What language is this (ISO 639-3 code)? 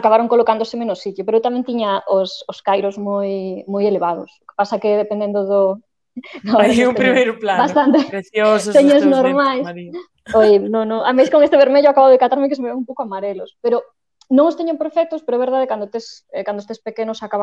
glg